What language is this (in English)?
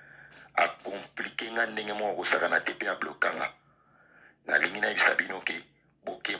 Lingala